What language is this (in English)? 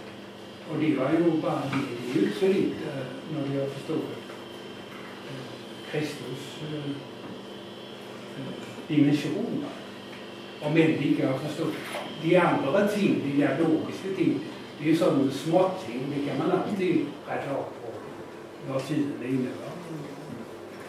Danish